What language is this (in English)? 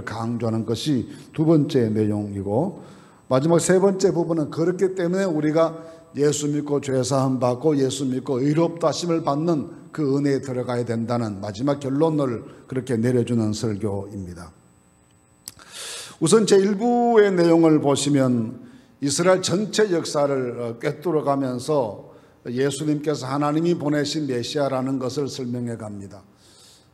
Korean